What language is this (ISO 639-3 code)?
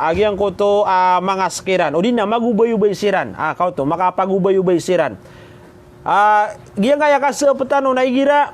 mrw